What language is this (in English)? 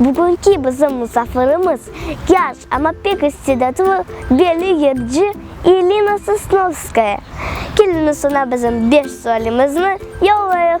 Crimean Tatar